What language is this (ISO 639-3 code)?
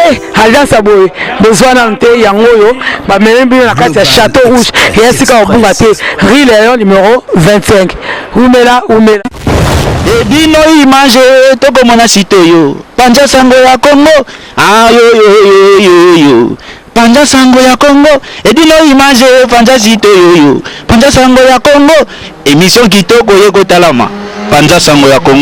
lin